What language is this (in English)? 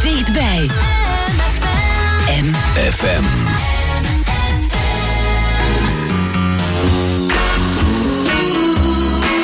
Dutch